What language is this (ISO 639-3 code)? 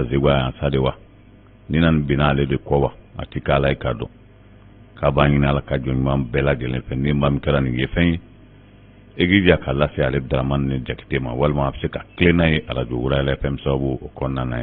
bam